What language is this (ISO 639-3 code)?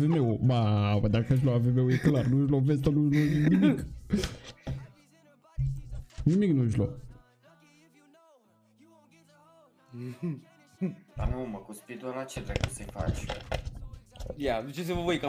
ron